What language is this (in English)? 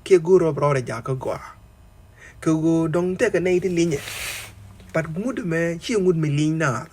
Nuer